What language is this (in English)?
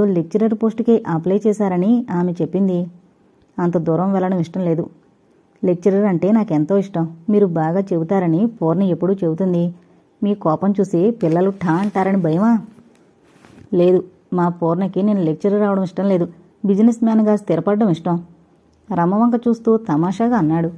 Telugu